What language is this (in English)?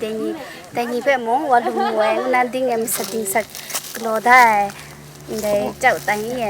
Kachin